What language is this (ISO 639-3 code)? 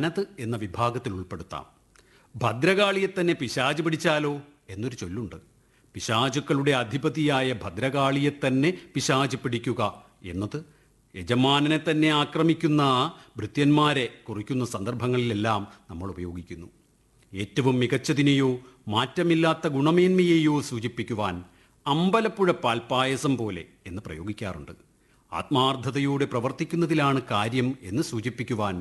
mal